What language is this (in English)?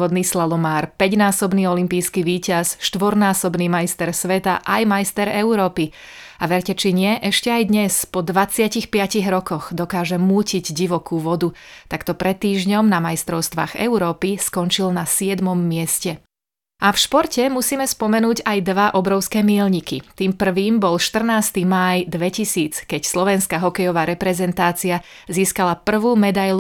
Slovak